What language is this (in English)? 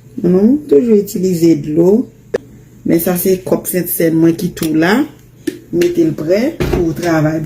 Haitian Creole